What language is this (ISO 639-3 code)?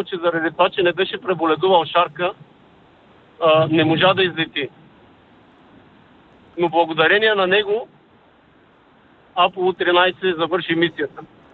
bul